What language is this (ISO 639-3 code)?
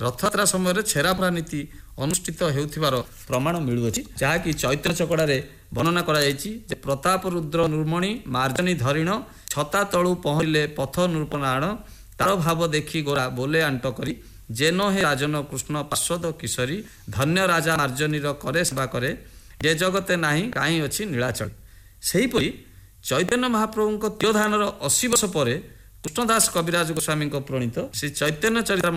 ori